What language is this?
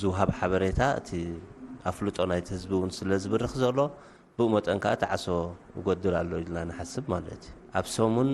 Tigrinya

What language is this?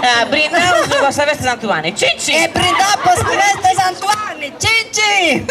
Sardinian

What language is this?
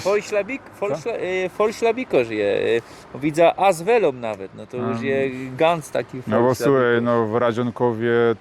Silesian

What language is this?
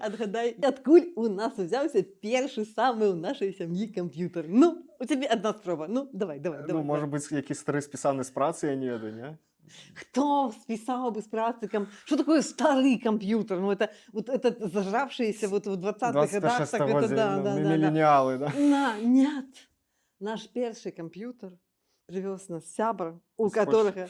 Belarusian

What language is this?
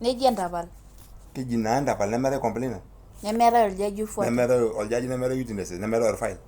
Masai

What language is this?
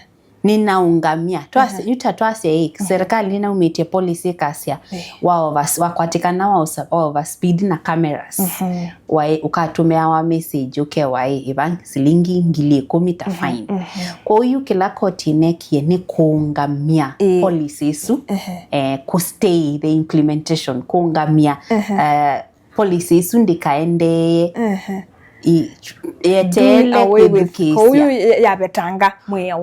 Kamba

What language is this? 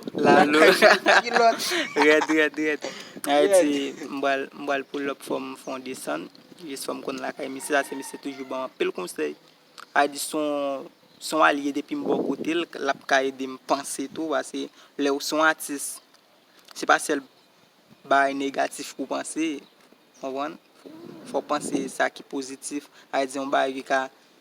Haitian Creole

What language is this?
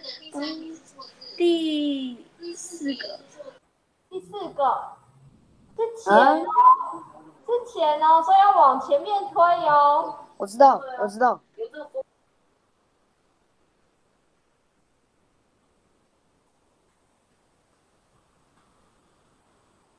Chinese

